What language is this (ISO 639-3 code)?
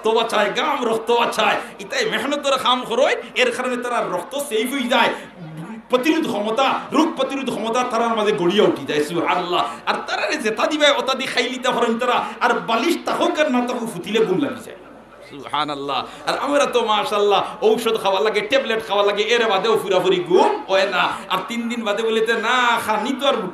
syl